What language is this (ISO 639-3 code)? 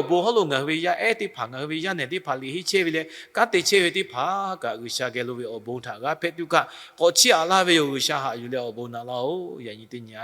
lhu